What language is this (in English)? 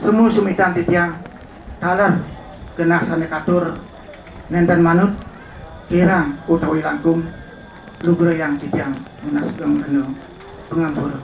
Balinese